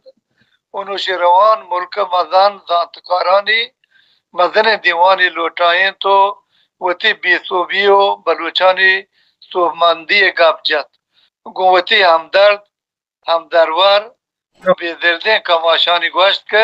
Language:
Baluchi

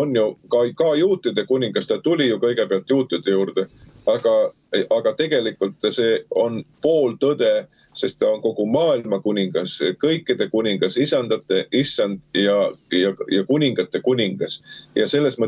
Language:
Estonian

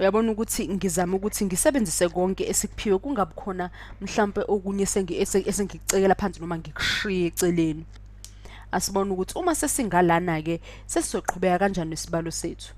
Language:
Zulu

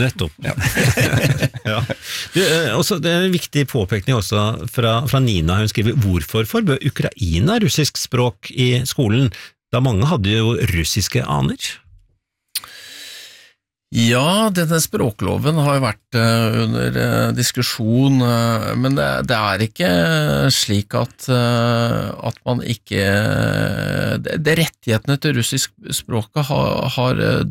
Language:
Norwegian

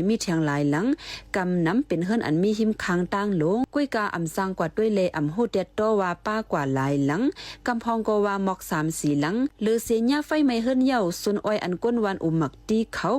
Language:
Shan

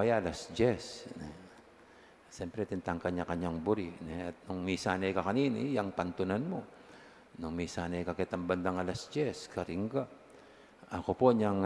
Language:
Pampanga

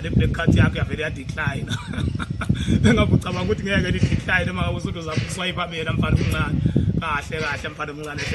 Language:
Zulu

